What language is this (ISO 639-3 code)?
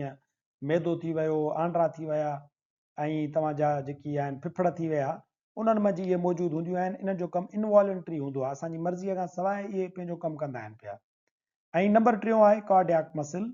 snd